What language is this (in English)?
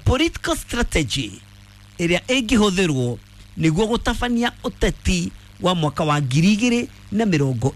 Kikuyu